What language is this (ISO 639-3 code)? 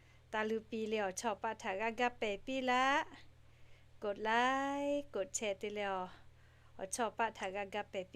lhu